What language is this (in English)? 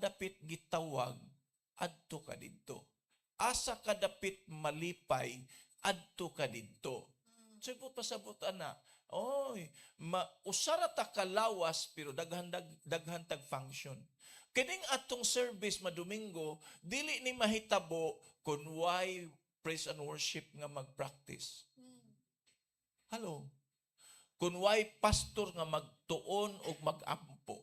Cebuano